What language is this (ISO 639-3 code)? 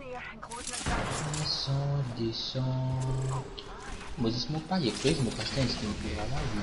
mfe